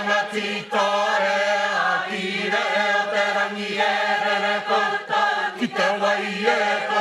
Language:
Māori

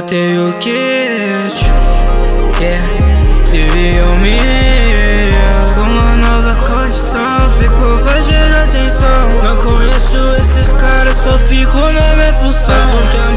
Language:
Portuguese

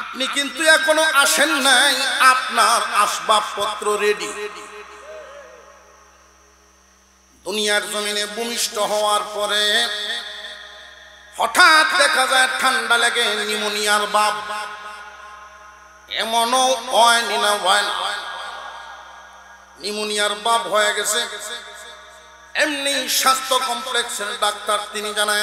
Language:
Bangla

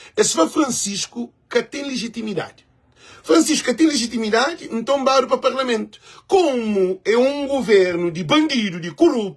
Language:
Kabuverdianu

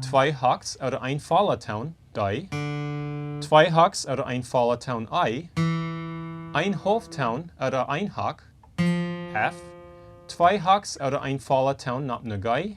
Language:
Plautdietsch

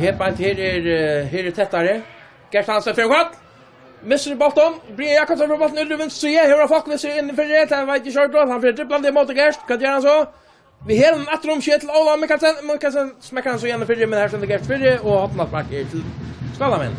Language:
Faroese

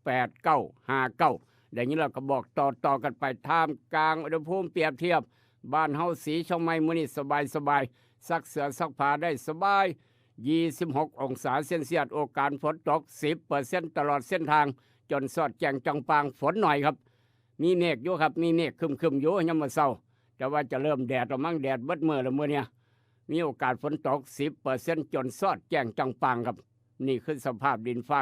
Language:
Northeastern Thai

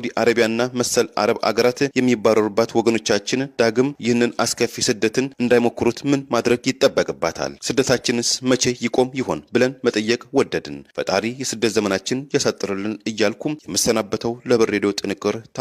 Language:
Amharic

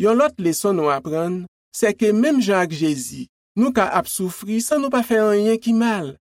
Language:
Haitian Creole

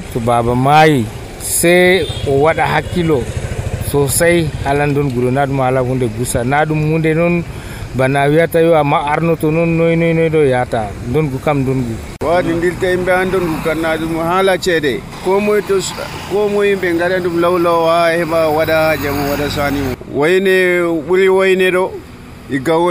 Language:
Nigerian Fulfulde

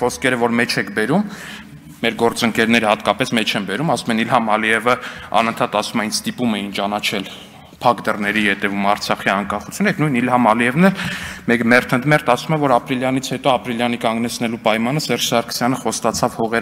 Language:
Armenian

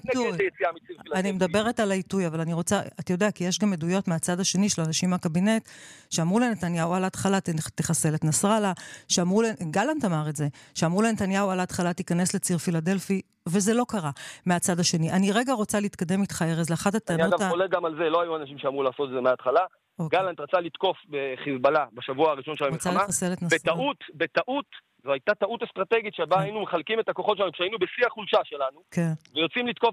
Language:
Hebrew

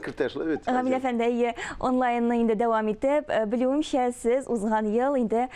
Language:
Tatar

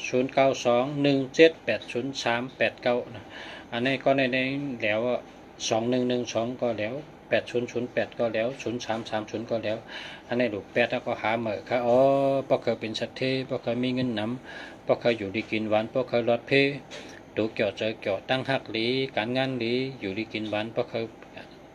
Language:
Shan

